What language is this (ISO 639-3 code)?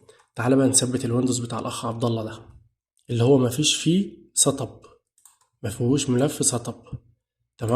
arz